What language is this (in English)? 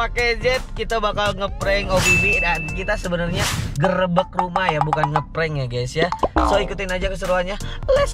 Indonesian